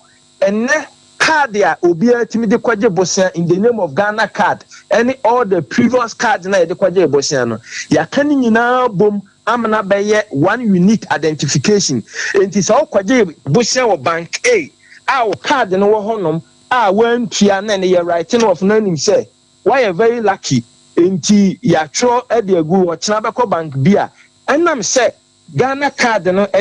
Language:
Akan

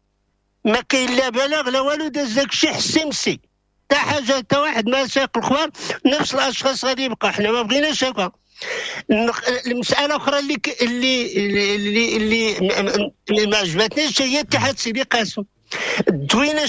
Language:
Moroccan Arabic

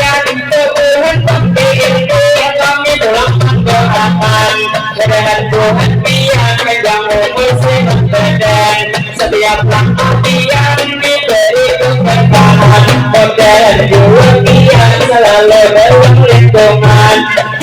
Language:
Banjar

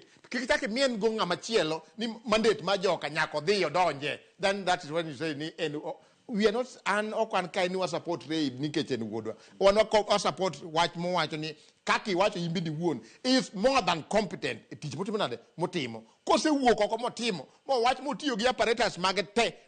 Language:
Luo (Kenya and Tanzania)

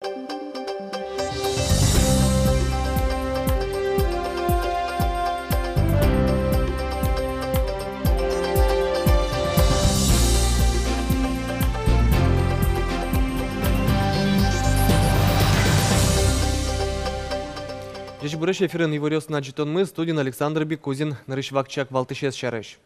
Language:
Udmurt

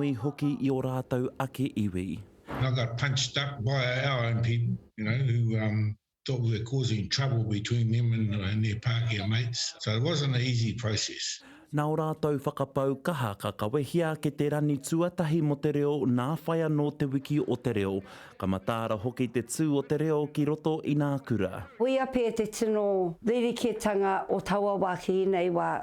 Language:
Māori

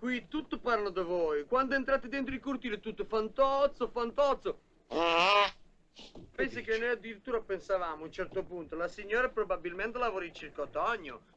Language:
Italian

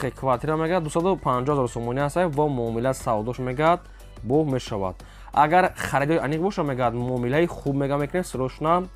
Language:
Tajik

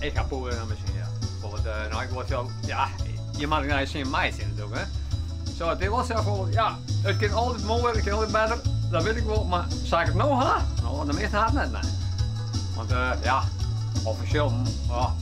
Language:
Western Frisian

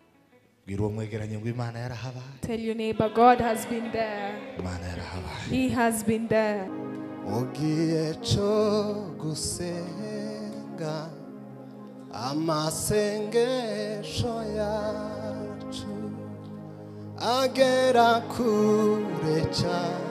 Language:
Kinyarwanda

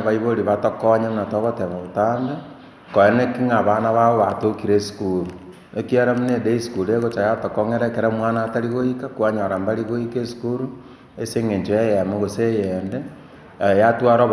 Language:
Gusii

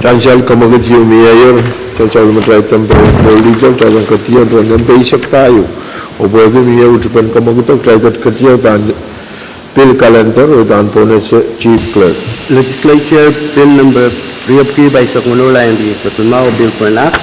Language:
Pohnpeian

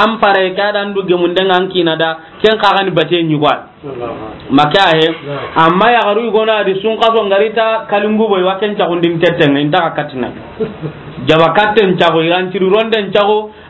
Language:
Soninke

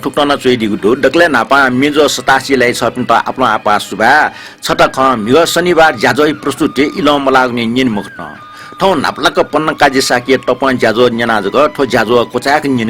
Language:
Newari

